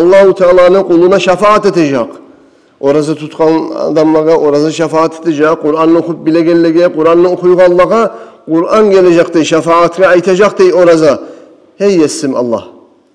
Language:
Kumyk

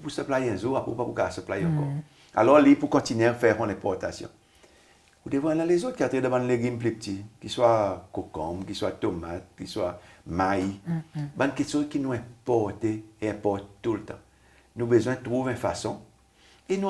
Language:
Seselwa Creole French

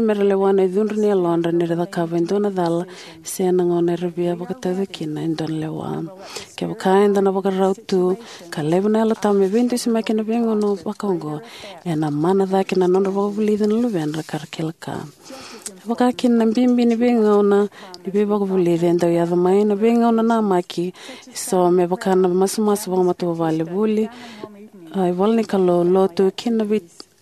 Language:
Fijian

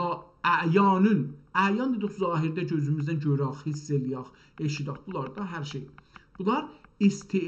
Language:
South Azerbaijani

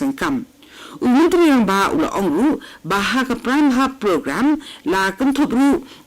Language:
Khasi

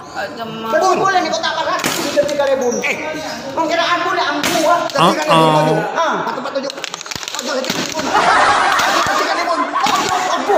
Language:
Madurese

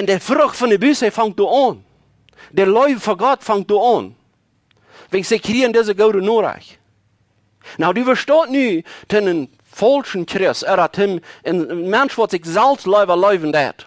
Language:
Plautdietsch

